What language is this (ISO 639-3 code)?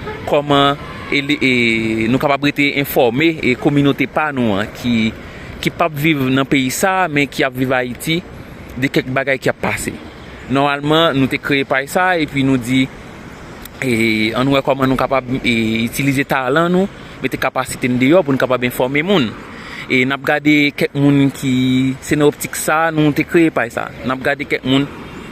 hat